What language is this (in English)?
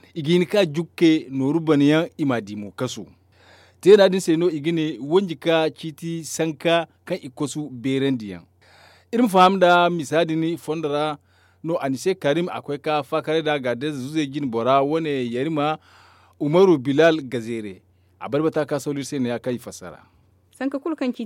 Zarma